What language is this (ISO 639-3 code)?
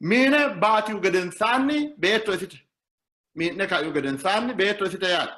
sid